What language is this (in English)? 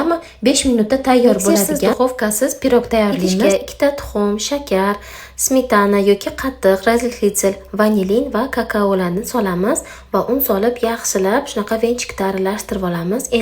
Uzbek